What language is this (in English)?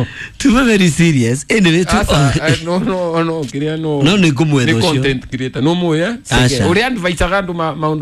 Kikuyu